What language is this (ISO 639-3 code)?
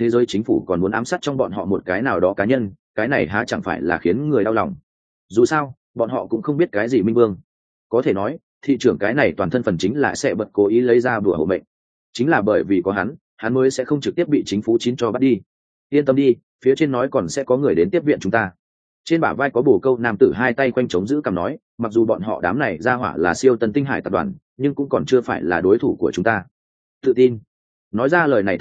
vie